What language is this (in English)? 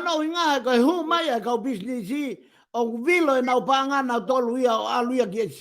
Tongan